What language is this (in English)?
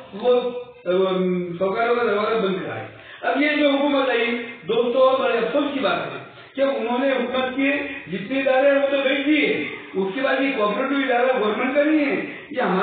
Urdu